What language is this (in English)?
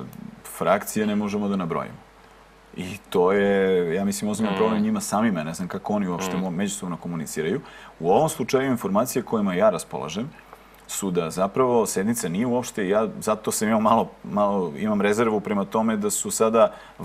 Serbian